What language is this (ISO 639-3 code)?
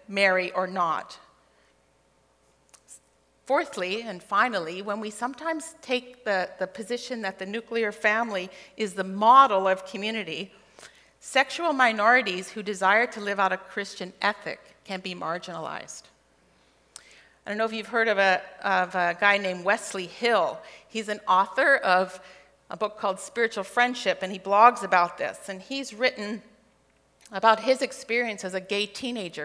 eng